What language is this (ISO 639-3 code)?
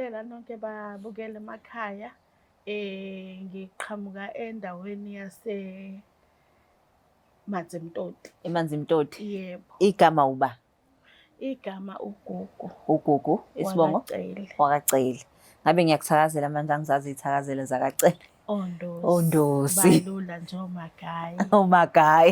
zul